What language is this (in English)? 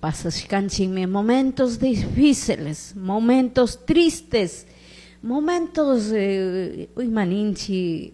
Chimborazo Highland Quichua